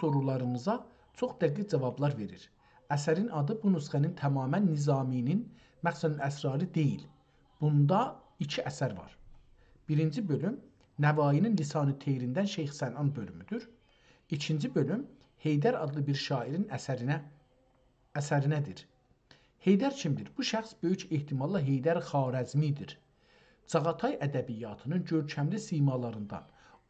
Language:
South Azerbaijani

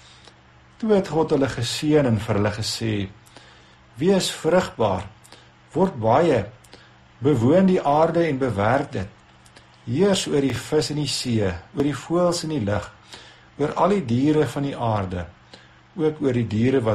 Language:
Afrikaans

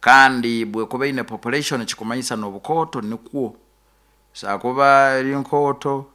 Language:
Nyoro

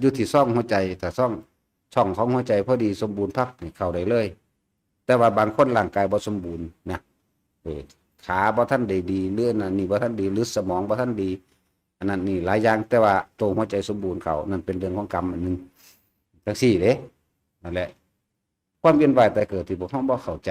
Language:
Northeastern Thai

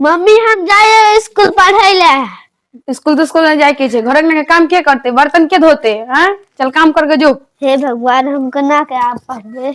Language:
Maithili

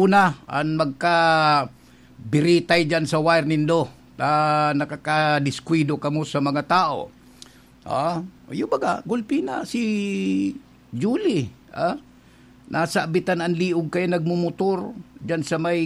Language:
Bikol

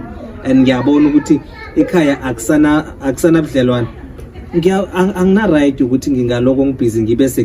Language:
Zulu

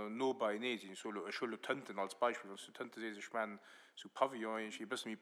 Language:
Luxembourgish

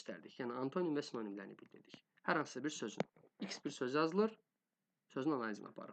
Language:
Azerbaijani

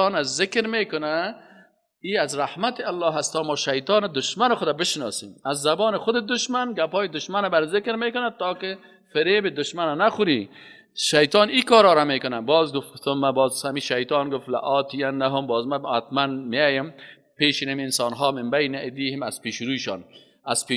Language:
Persian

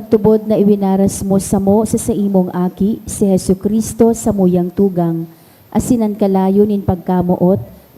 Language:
Bikol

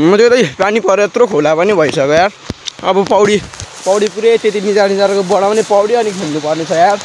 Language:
Nepali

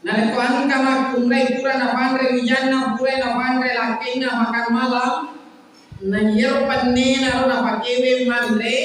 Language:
Buginese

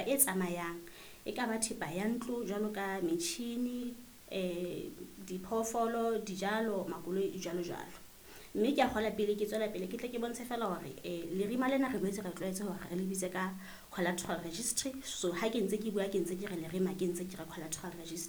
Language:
Southern Sotho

